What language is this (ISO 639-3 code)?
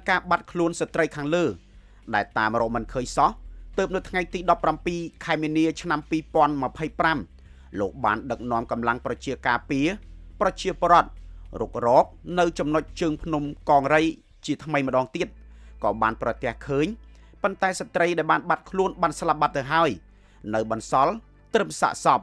khm